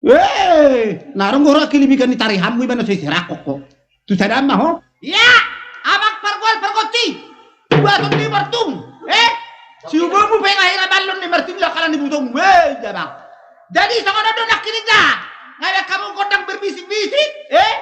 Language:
Batak Toba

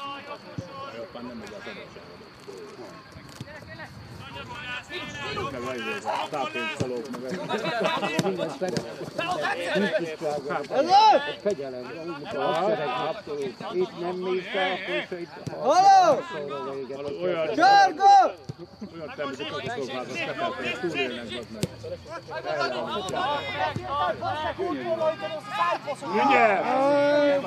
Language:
Hungarian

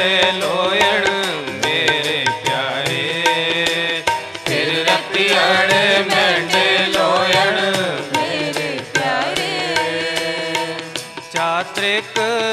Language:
Punjabi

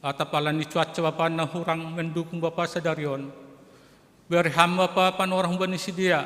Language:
Batak Simalungun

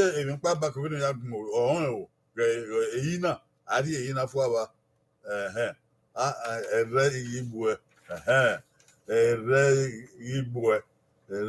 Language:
Bini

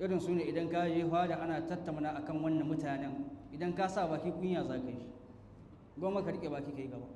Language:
Hausa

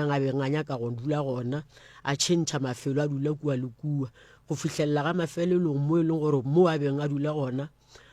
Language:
Northern Sotho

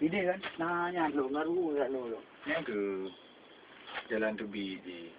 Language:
Achinese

